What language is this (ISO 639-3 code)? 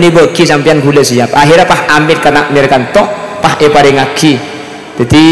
mad